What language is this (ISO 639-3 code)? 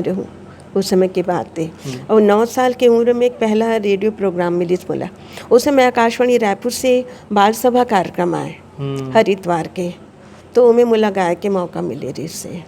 hne